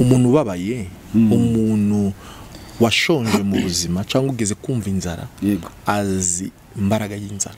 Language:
Kinyarwanda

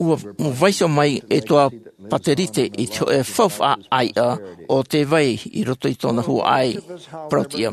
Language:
Tahitian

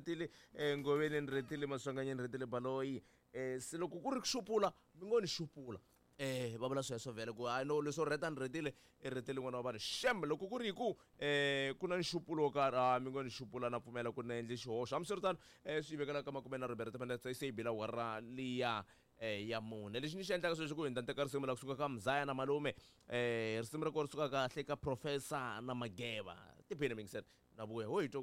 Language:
Tsonga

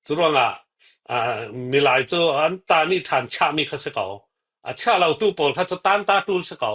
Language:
Falam Chin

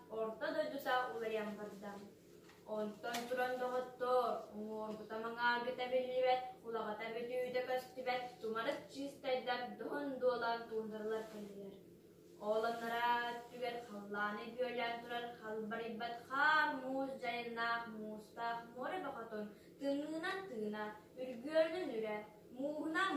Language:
Yakut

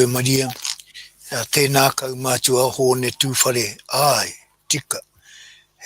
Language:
Māori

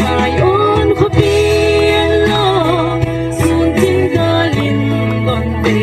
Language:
Gangte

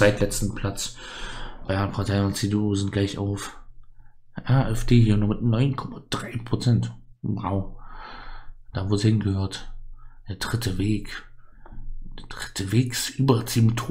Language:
German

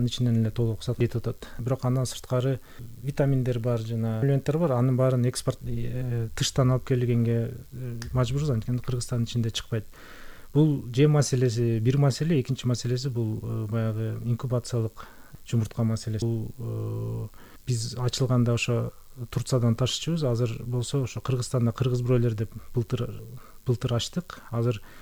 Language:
Kyrgyz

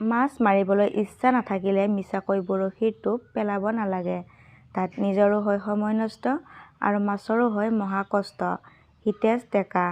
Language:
Assamese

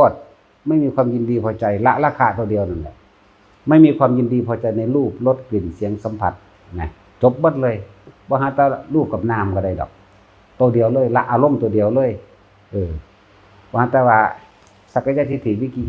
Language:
Northeastern Thai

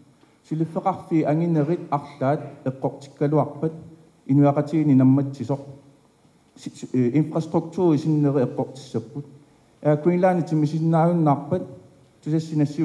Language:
Kalaallisut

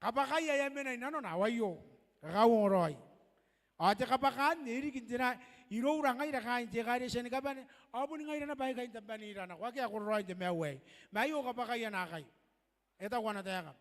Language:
Gilbertese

